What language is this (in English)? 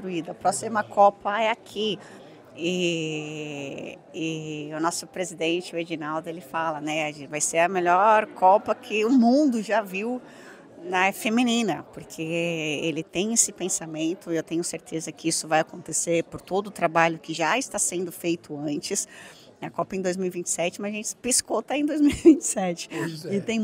Portuguese